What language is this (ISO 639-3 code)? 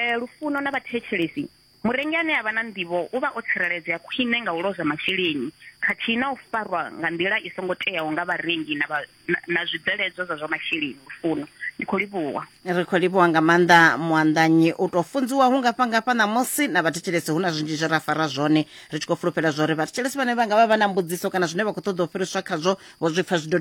ven